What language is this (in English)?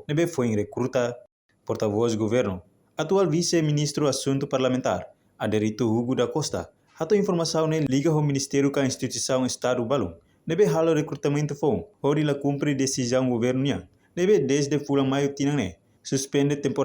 Tetum